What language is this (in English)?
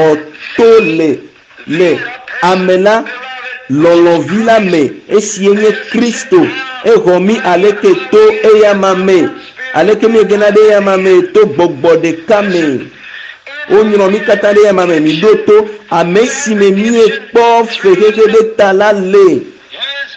Ewe